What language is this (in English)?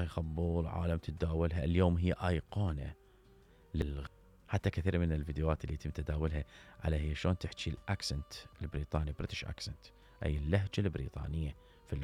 Mesopotamian Arabic